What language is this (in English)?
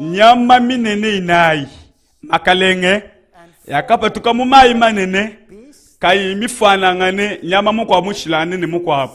Luba-Lulua